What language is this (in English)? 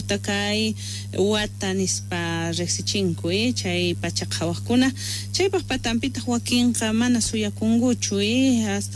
South Bolivian Quechua